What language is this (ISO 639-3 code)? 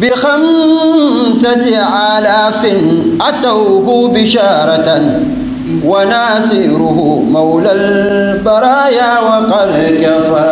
dag